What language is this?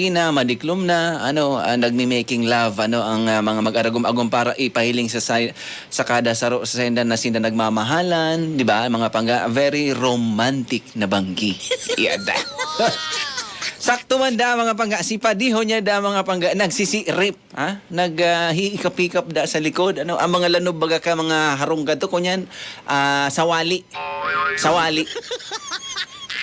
Bikol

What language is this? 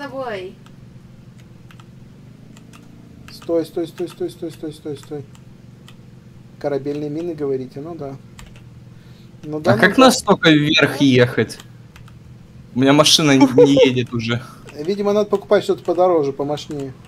Russian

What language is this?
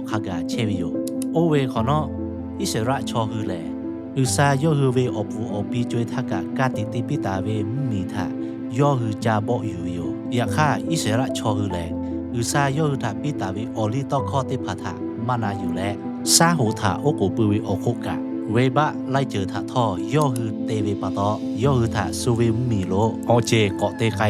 Lahu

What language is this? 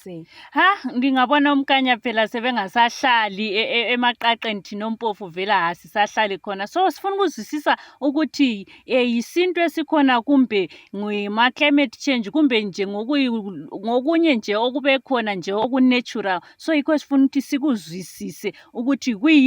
Shona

